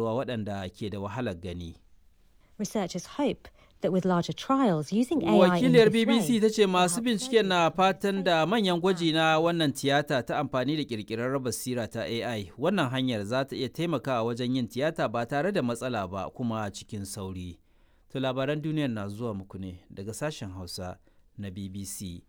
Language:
Hausa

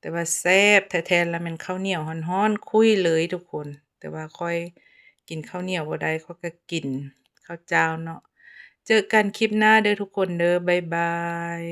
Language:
Lao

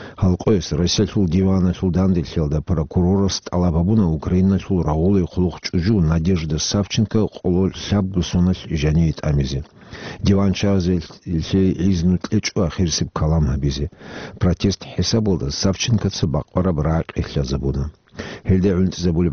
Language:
Avaric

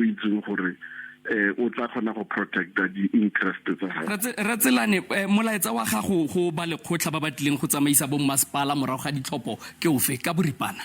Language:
Tswana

